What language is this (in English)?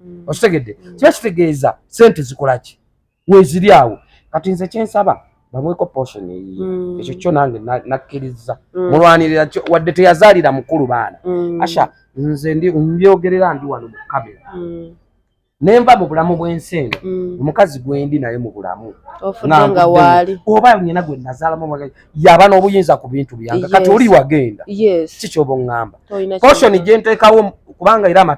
Ganda